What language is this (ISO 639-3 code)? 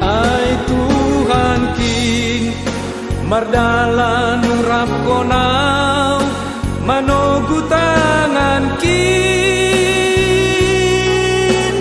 bts